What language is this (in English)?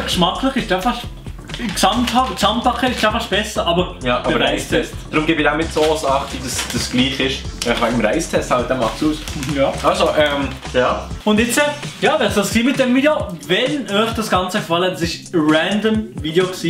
Swiss German